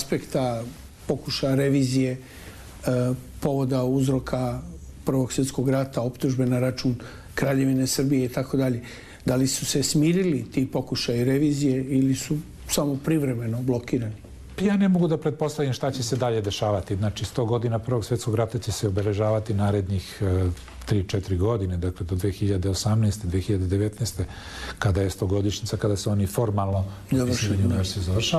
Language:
Serbian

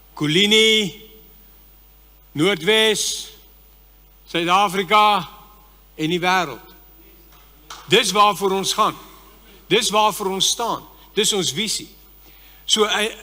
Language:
Afrikaans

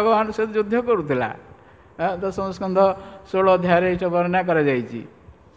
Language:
Odia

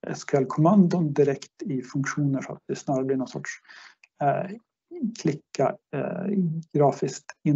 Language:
Swedish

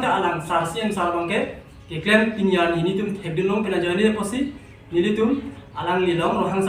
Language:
Karbi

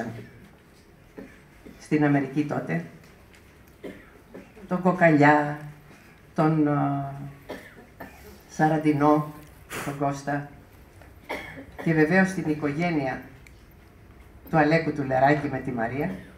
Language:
Greek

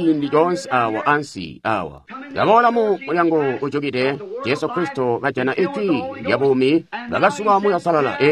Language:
Tonga (Zambia)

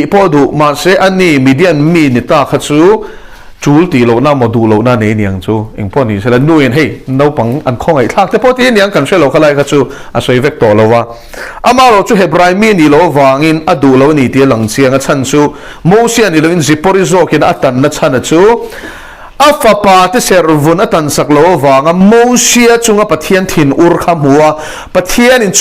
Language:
Mizo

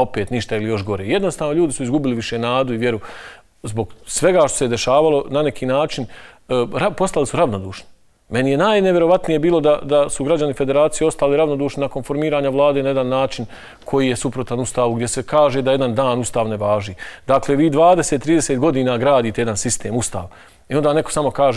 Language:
Bosnian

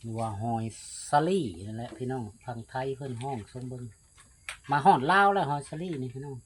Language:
Lao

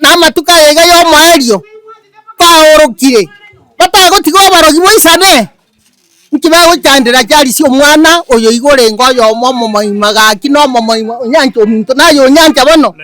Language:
Gusii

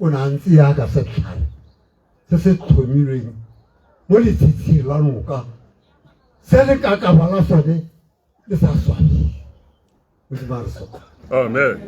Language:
Tswana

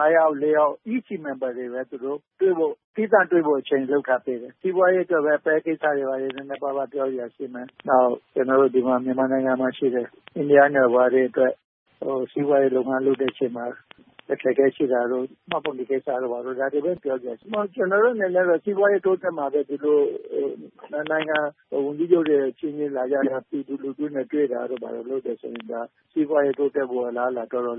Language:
Burmese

